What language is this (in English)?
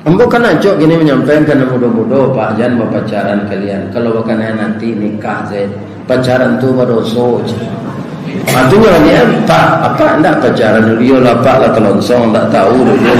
Minangkabau